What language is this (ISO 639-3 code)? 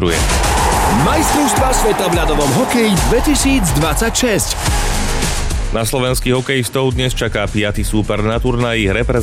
slk